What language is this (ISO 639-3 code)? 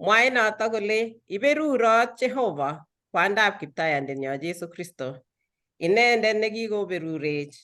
kln